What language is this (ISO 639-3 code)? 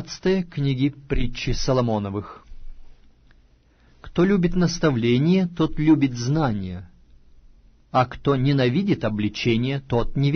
rus